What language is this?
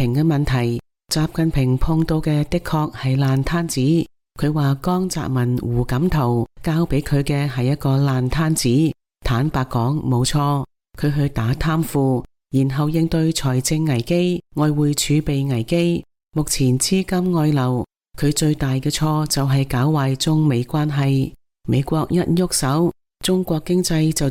Cantonese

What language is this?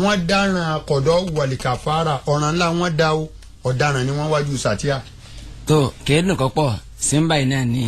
Yoruba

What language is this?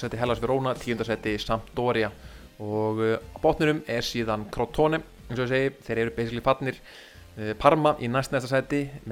Icelandic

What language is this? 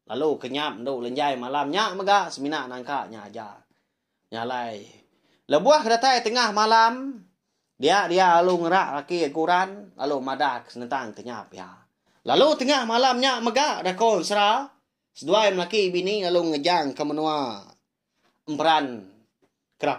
Iban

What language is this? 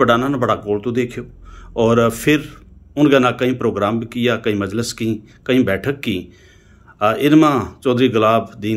Gujari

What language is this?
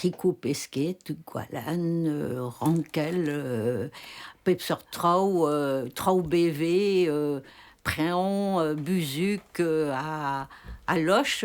Breton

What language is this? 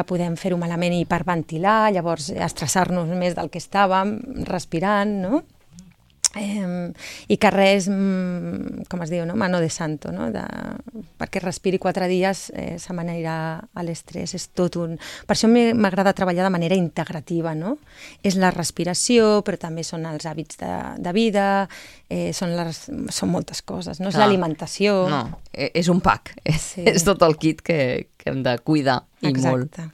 Catalan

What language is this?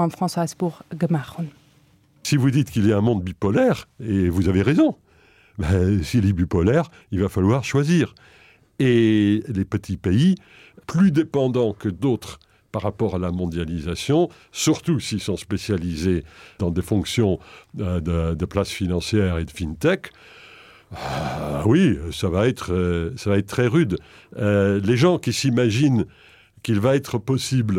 Luxembourgish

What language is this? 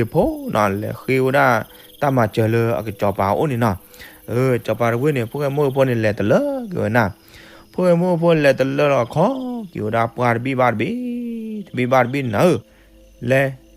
S'gaw Karen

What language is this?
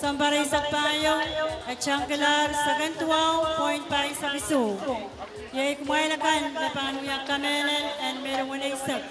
Pohnpeian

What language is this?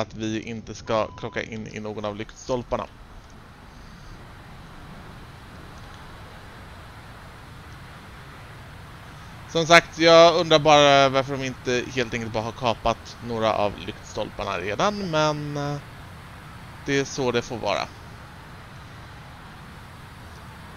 Swedish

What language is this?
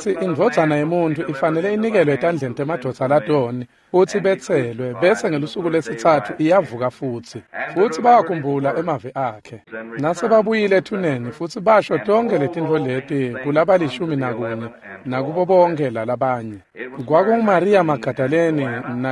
Swati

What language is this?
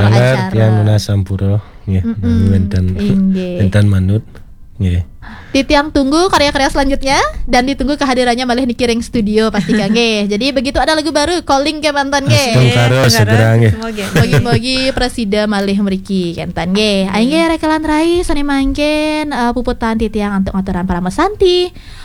Balinese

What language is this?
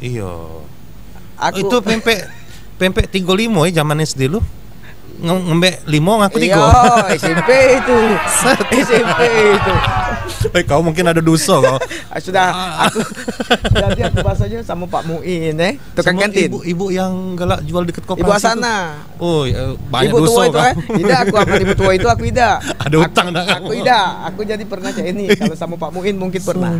Musi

